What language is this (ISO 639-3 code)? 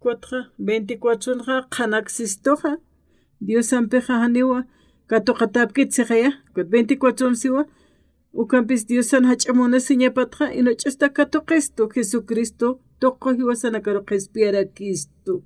aym